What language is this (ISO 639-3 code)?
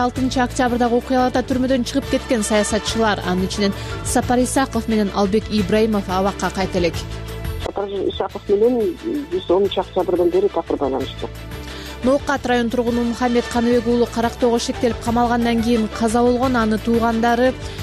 kir